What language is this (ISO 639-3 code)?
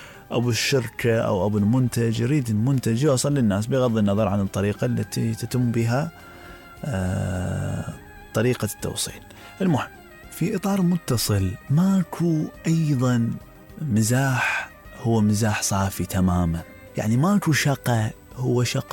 acm